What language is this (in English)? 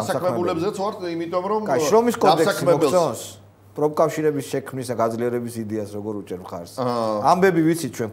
Georgian